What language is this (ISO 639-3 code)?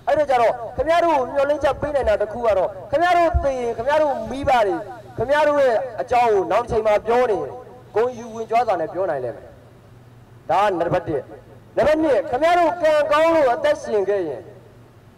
mya